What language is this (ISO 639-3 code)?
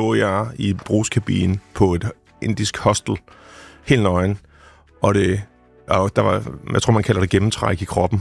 dan